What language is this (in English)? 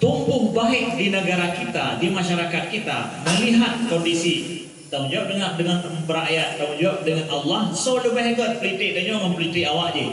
Achinese